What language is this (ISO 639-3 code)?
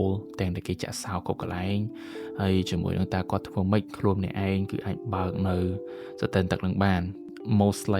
khm